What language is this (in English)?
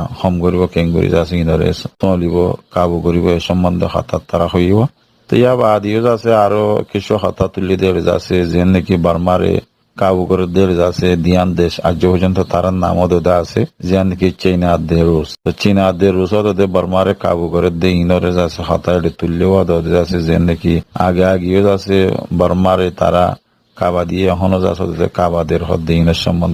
Rohingya